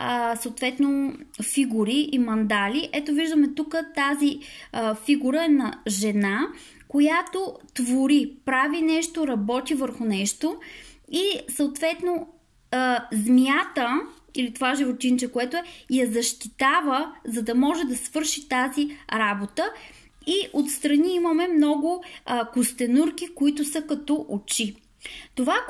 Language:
Bulgarian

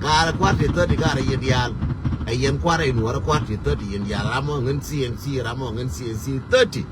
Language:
Nuer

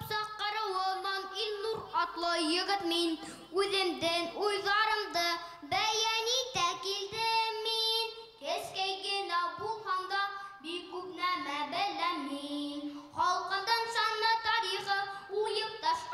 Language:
Bashkir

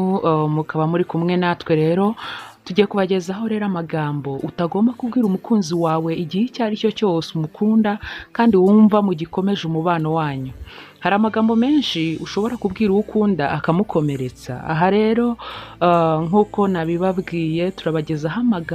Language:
Kinyarwanda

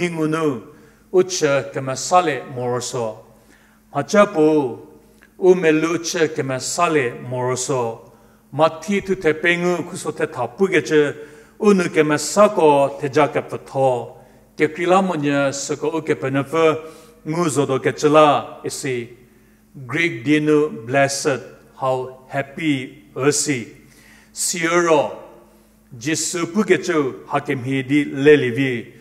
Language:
Angami Naga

